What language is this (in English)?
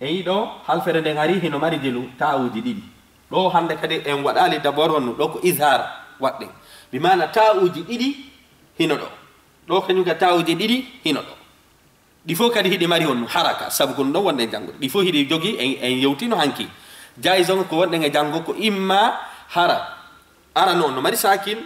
Fula